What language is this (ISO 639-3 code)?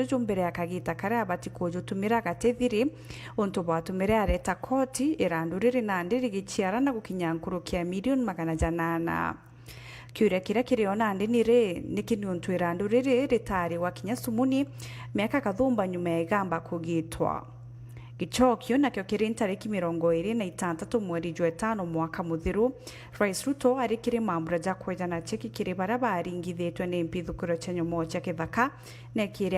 mer